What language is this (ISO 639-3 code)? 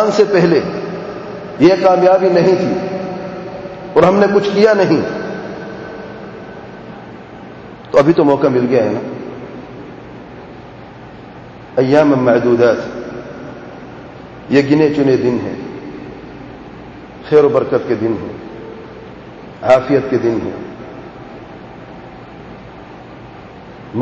urd